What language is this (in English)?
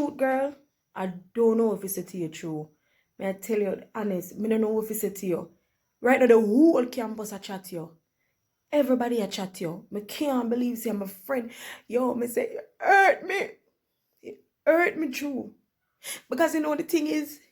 Jamaican Creole English